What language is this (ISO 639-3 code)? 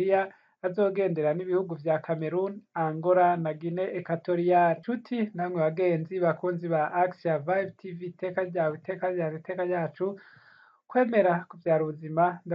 run